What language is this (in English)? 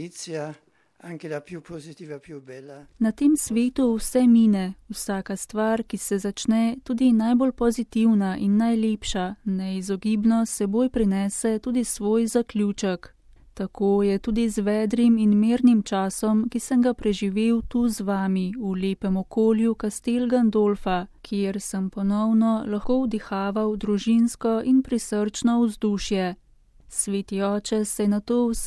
Slovenian